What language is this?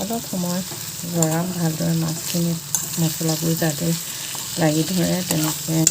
Assamese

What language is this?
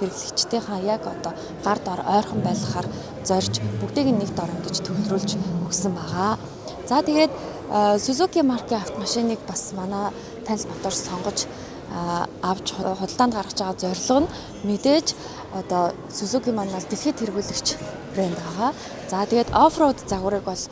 Mongolian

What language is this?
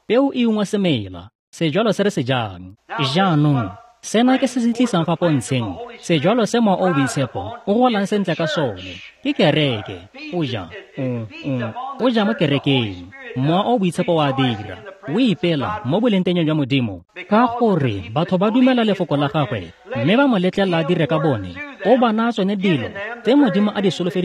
Tswana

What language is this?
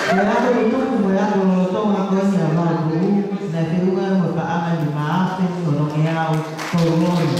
Tongan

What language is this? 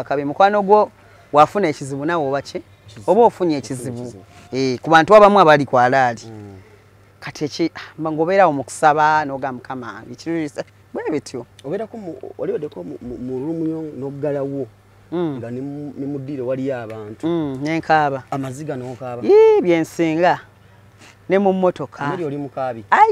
Ganda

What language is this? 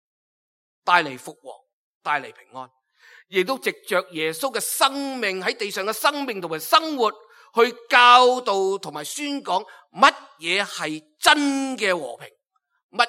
Cantonese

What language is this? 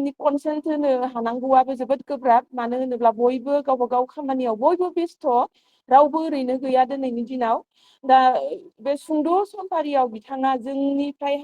Bodo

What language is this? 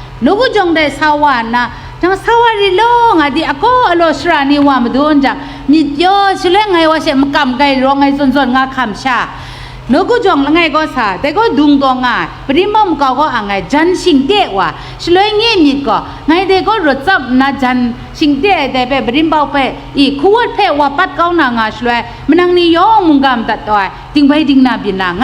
Kachin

